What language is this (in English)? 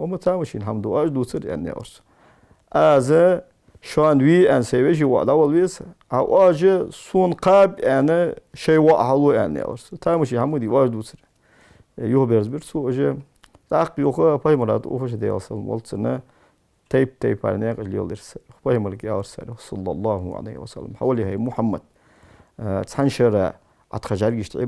Ingush